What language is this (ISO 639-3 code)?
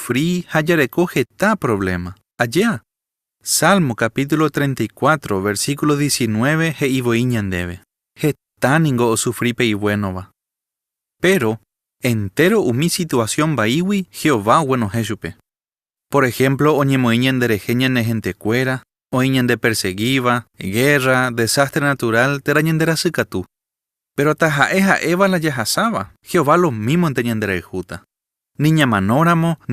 grn